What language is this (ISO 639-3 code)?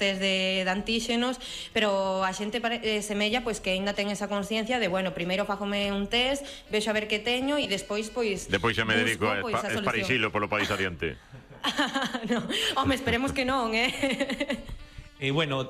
glg